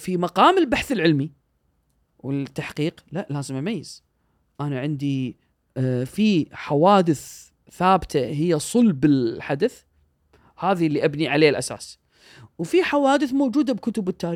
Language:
Gulf Arabic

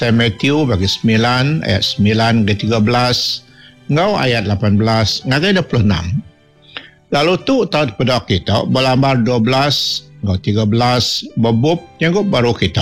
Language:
Iban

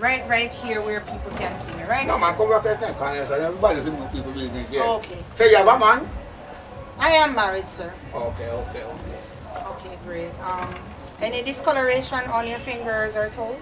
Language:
Jamaican Creole English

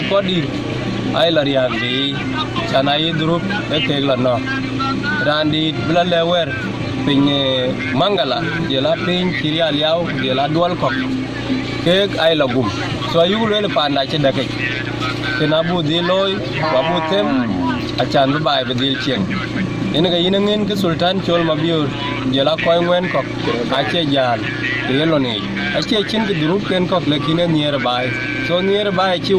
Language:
Dinka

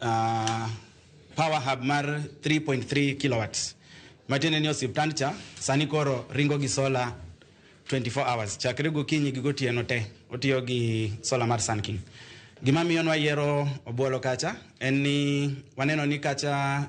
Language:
Luo (Kenya and Tanzania)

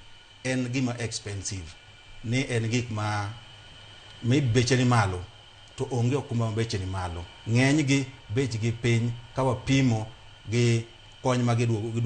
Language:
Luo (Kenya and Tanzania)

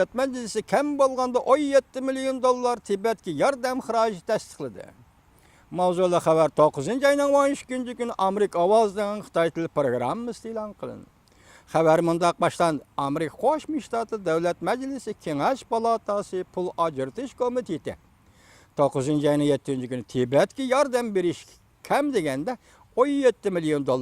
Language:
Uyghur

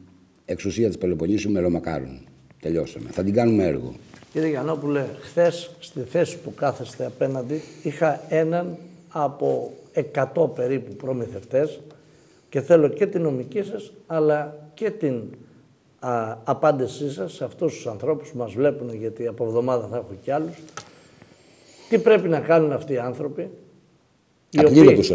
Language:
Greek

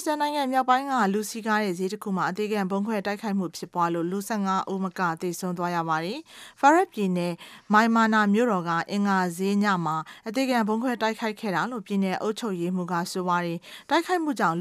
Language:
Burmese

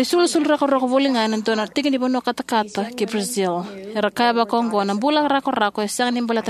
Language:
Fijian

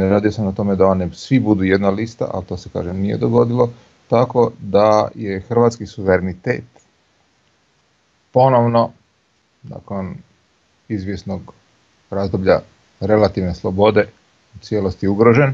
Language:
Croatian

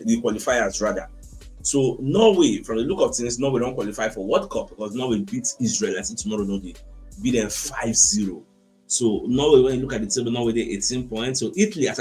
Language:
Nigerian Pidgin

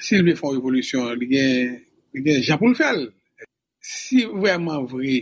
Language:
Haitian Creole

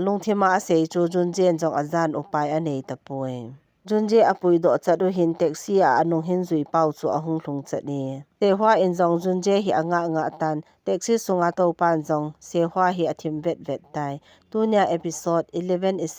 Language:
Thado Chin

